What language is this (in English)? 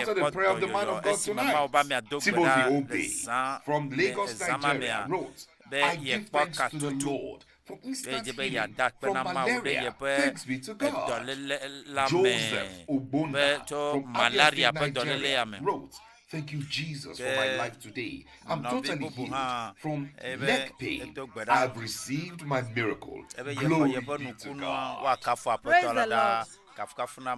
Ewe